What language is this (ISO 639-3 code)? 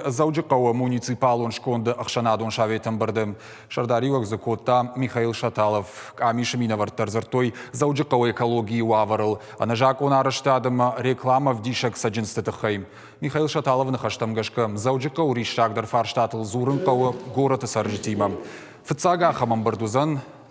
oss